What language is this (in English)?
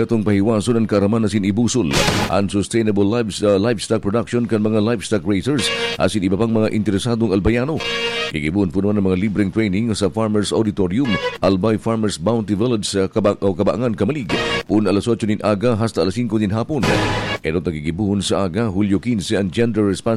Bikol